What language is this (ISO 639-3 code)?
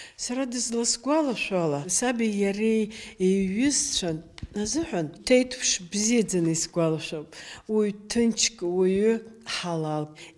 abk